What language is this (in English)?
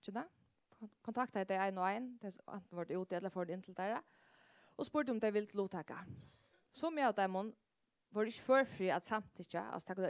Faroese